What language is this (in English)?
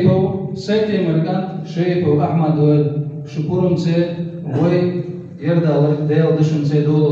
Chechen